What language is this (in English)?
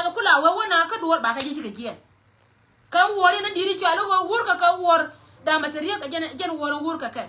Nuer